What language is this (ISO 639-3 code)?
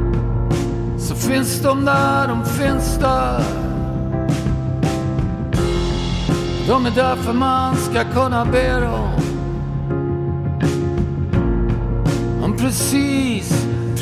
swe